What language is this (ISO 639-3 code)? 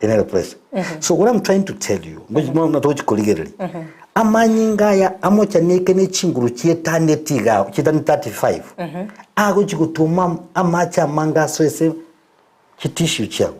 guz